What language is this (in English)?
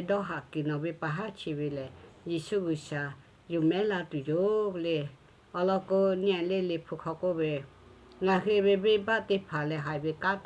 Lahu